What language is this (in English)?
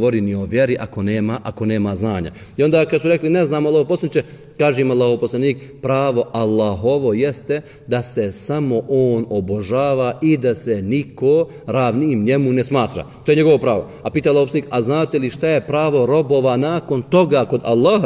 Bosnian